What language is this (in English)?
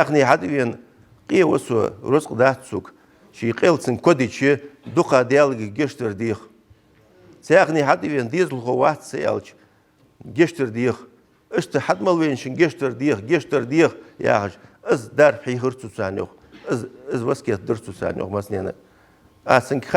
Ingush